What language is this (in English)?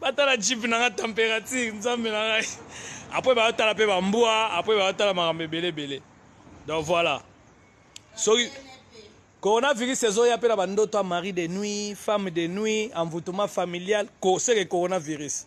Lingala